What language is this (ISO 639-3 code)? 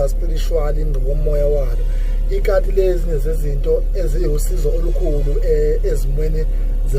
zul